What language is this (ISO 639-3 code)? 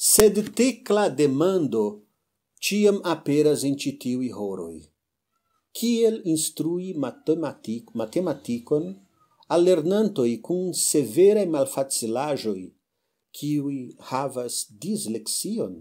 epo